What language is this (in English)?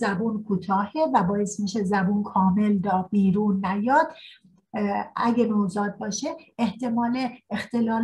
Persian